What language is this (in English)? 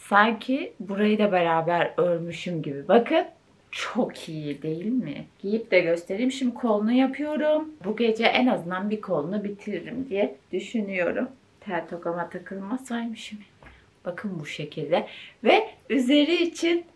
Turkish